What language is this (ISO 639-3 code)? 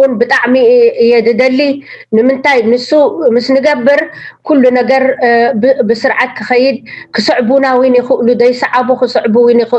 tir